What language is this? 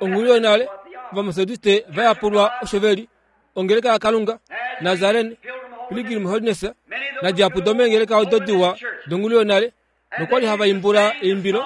Kuanyama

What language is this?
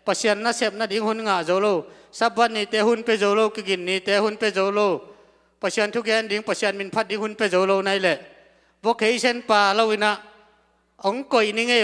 Tedim Chin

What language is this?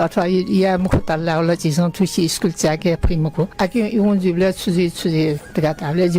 Newari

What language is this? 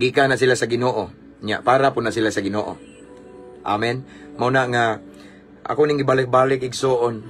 Cebuano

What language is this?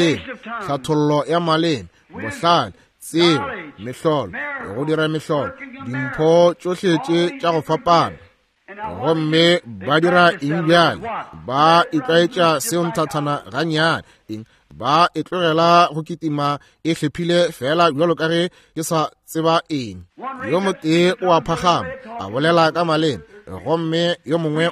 Northern Sotho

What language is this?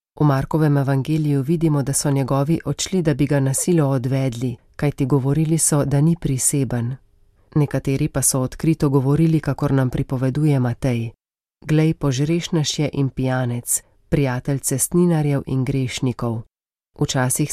Slovenian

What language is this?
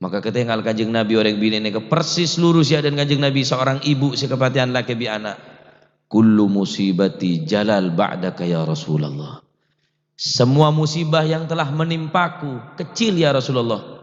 Madurese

